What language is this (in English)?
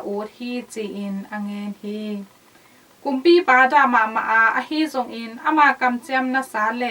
Tedim Chin